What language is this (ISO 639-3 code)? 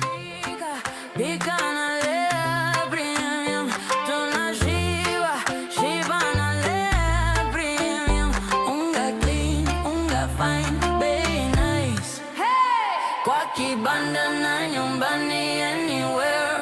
mer